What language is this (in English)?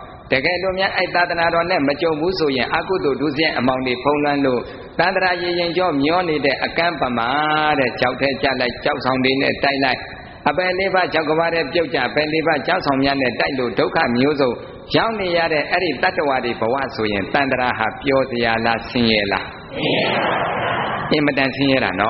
Burmese